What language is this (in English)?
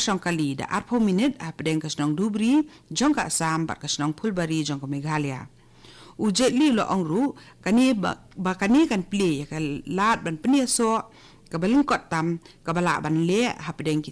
Khasi